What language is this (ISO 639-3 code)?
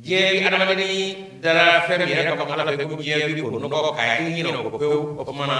bam